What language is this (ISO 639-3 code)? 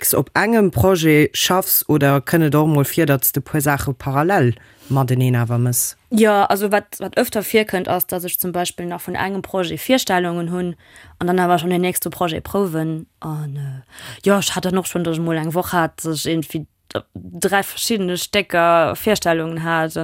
ltz